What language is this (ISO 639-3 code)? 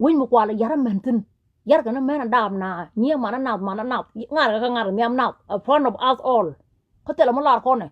nus